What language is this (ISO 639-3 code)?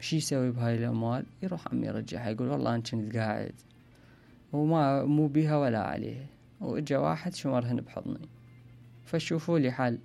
acm